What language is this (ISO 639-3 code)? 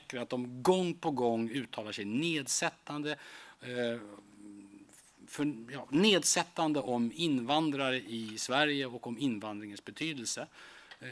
swe